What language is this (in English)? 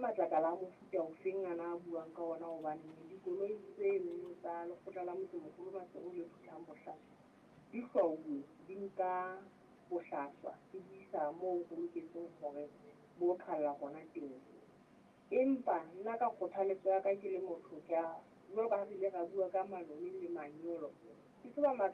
Southern Sotho